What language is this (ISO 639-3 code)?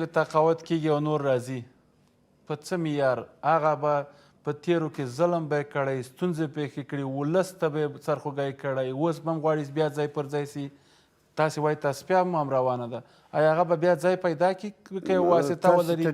pus